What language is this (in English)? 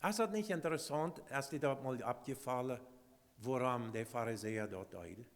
Plautdietsch